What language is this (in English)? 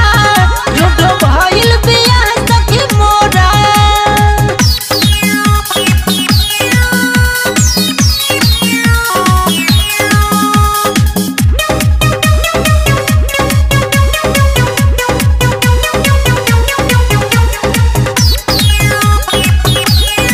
Bhojpuri